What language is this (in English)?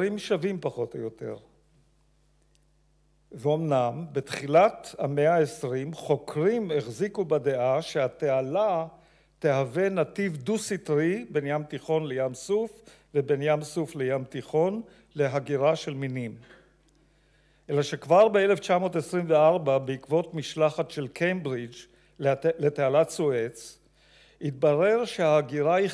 Hebrew